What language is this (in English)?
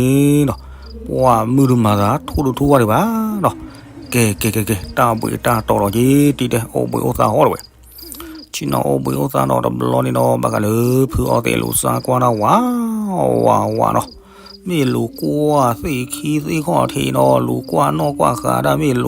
S'gaw Karen